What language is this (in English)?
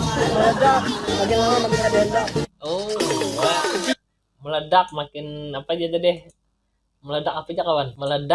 Banjar